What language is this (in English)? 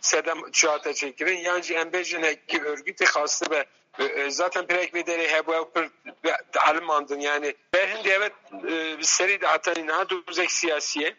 Kurdish